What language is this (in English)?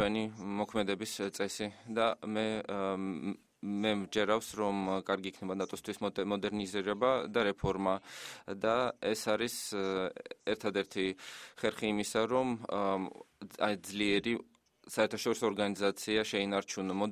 Georgian